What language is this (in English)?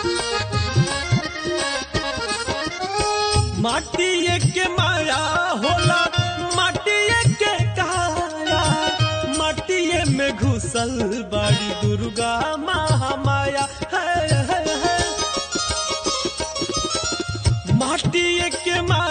Bhojpuri